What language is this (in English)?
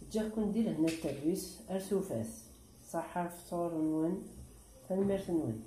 Kabyle